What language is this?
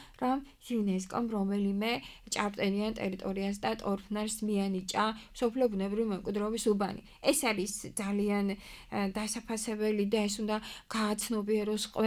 Georgian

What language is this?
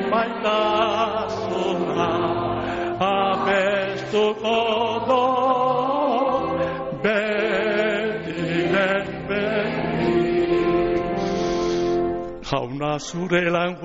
Basque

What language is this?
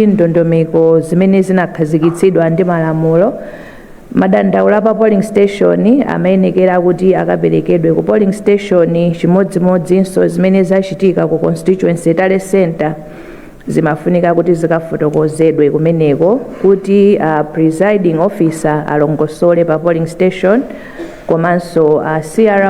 Nyanja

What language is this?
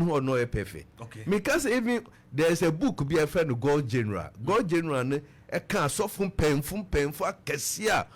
Akan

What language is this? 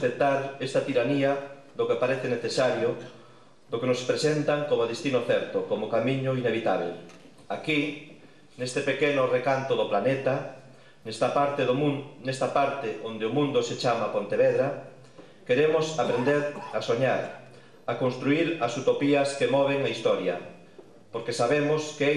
Galician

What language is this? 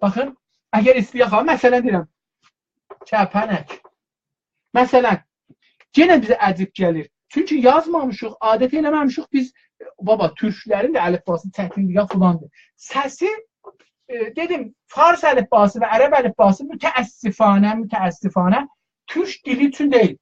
South Azerbaijani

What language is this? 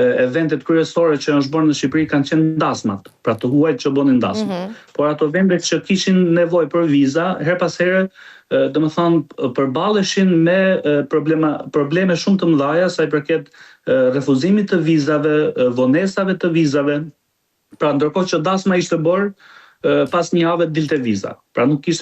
Albanian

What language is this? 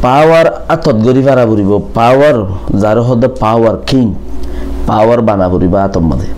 Rohingya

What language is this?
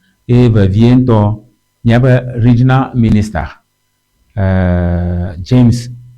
Ewe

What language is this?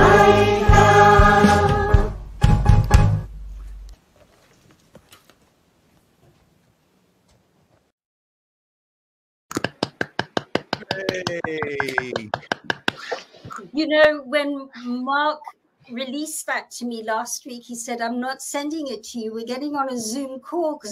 English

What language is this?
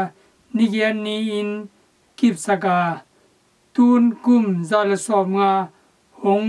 Tedim Chin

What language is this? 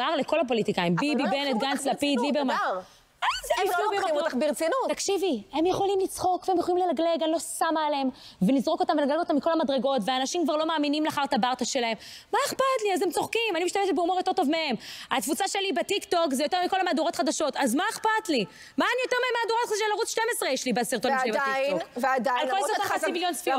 Hebrew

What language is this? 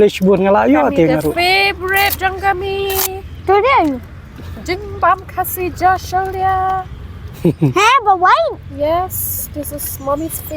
Khasi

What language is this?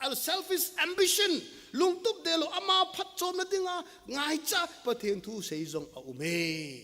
Thado Chin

